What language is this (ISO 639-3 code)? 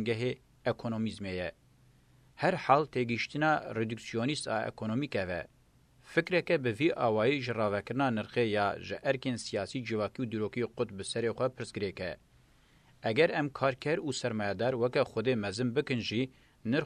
kur